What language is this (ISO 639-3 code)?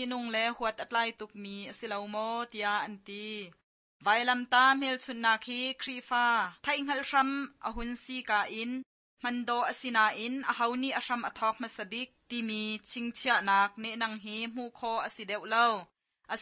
cnh